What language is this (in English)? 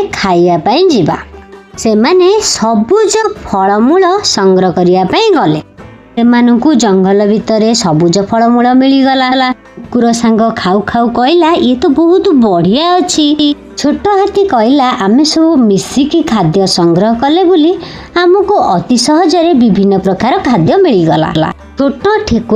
Odia